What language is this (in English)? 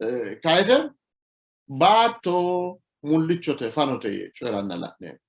Sidamo